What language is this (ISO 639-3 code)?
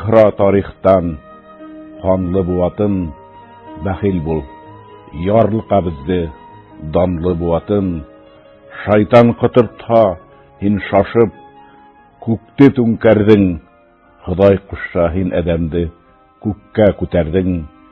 bak